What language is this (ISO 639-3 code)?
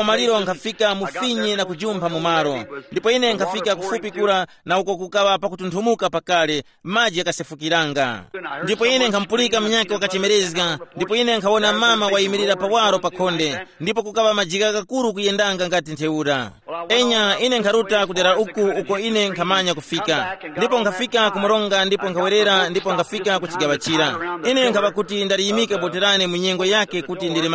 tum